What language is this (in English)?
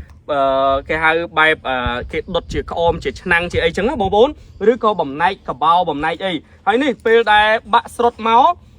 Khmer